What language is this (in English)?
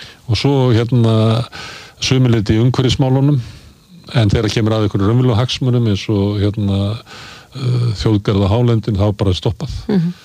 Icelandic